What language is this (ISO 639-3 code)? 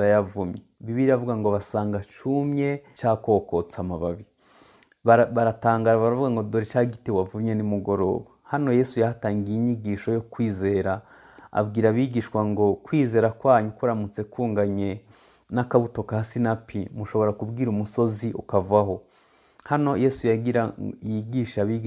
kin